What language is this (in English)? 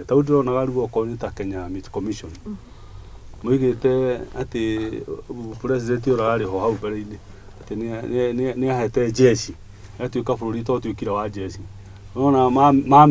Kikuyu